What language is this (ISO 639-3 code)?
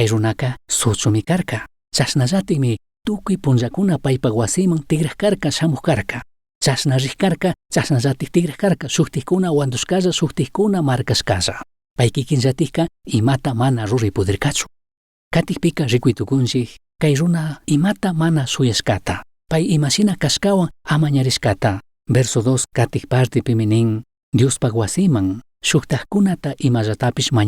qug